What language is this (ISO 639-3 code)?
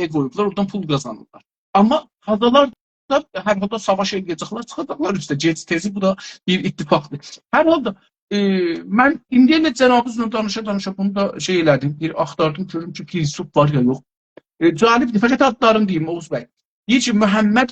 azb